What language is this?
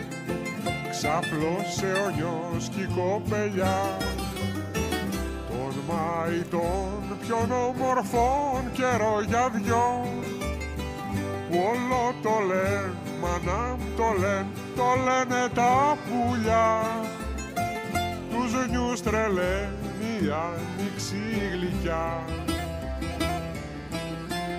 Greek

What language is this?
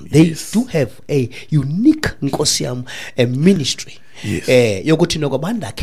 Xhosa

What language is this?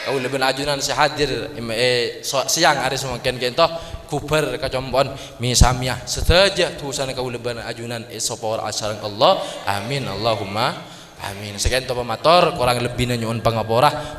Madurese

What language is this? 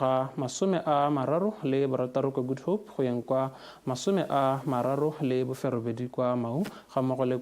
Tswana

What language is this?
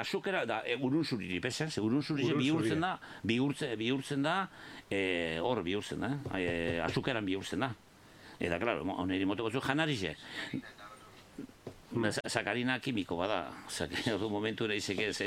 Basque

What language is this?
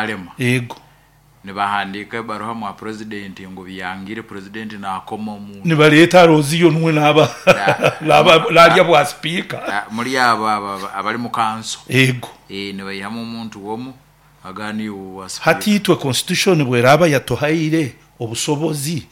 Nyoro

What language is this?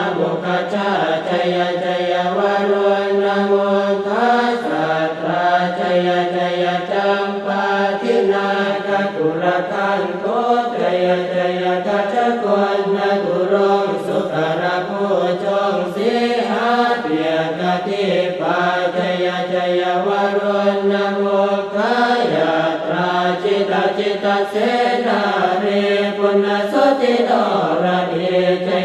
Pali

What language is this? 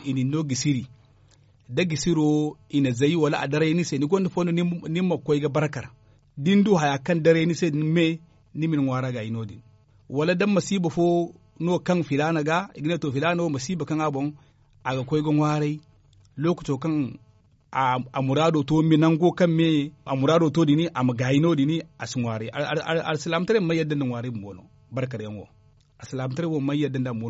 Zarma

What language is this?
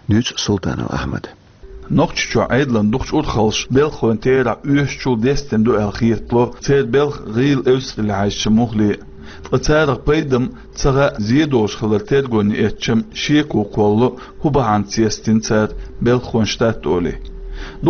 Chechen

